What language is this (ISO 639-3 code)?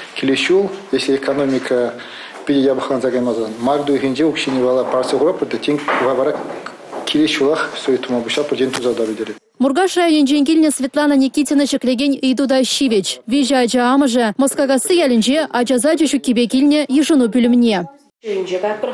chv